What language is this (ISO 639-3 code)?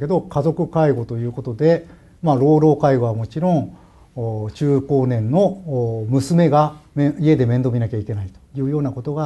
jpn